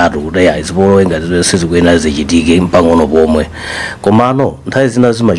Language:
Nyanja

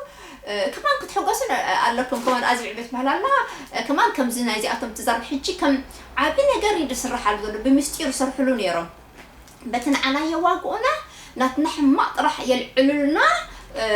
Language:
Tigrinya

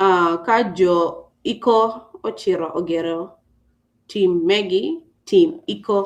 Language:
Acoli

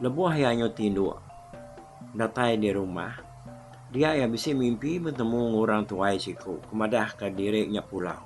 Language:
Iban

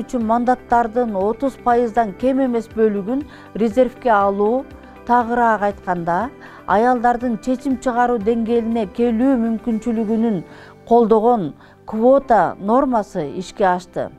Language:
Kyrgyz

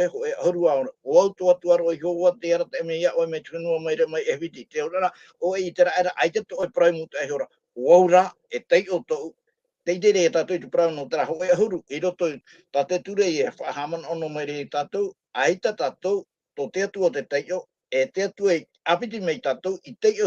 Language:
Tahitian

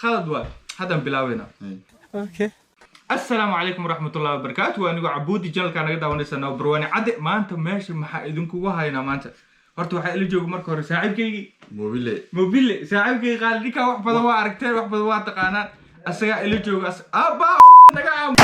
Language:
Somali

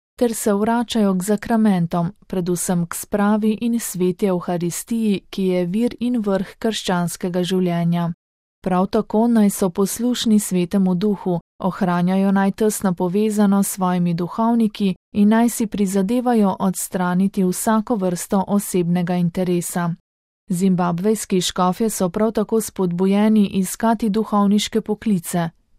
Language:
Slovenian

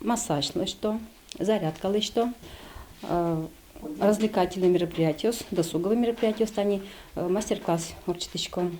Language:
Udmurt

